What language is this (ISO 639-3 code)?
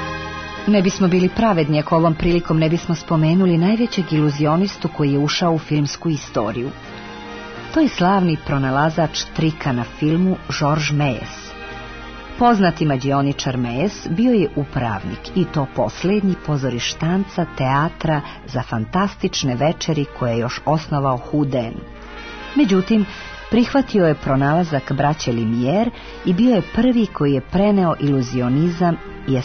srp